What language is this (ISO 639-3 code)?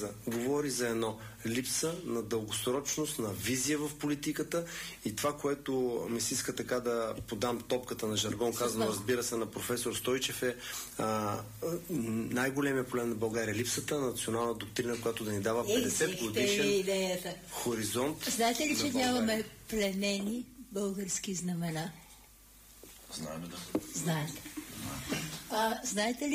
bul